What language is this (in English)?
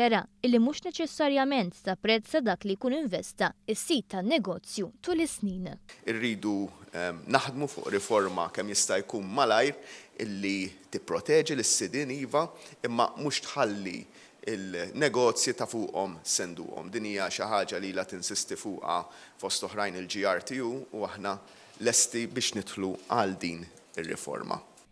Maltese